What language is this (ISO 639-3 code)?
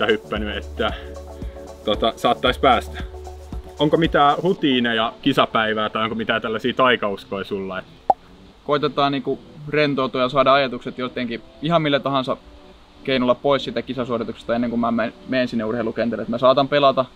fin